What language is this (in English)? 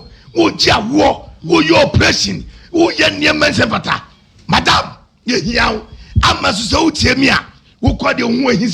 Akan